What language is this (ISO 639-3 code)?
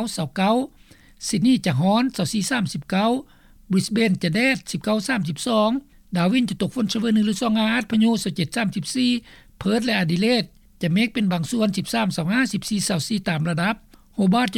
lao